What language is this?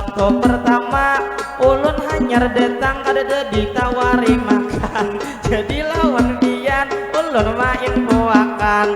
Banjar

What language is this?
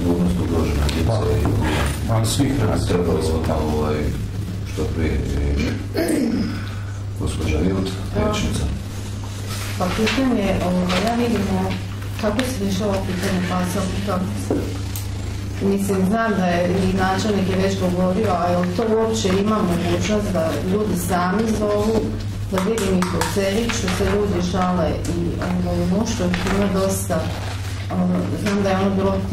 Croatian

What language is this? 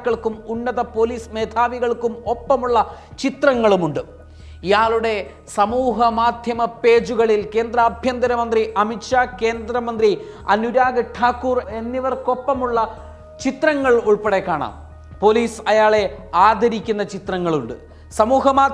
Malayalam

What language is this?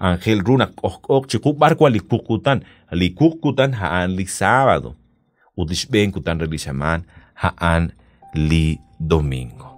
Kekchí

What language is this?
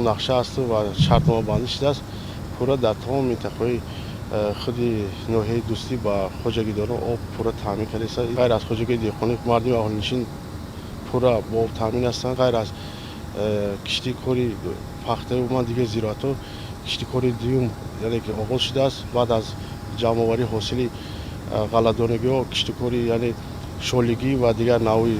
Tajik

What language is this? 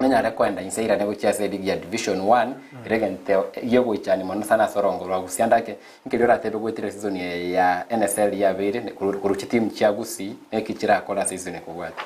Gusii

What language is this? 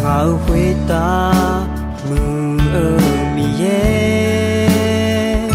Akha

